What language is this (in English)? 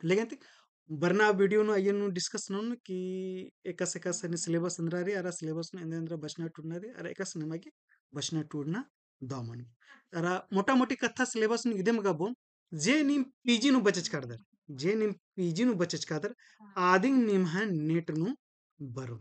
Kurukh